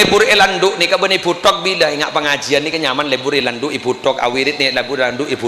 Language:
Madurese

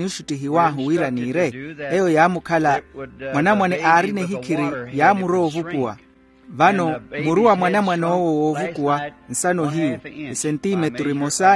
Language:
Makhuwa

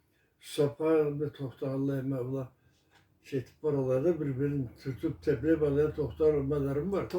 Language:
Karachay-Balkar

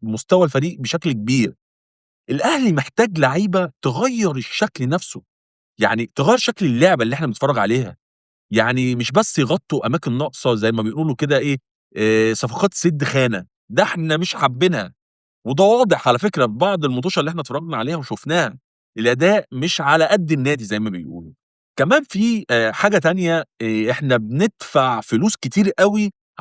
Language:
Egyptian Arabic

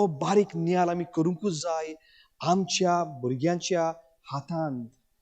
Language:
Konkani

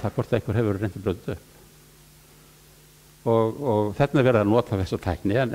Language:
Icelandic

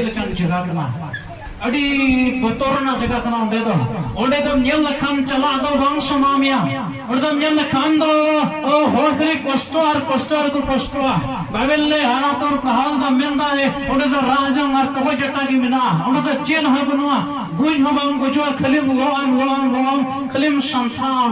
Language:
Santali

